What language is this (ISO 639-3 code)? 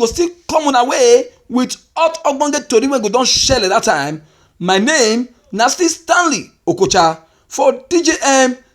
pcm